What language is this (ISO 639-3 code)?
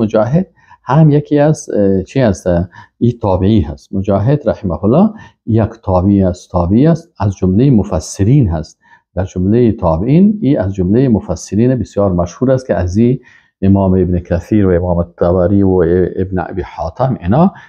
fas